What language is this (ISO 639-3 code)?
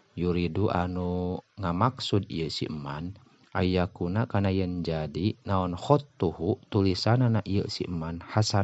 sun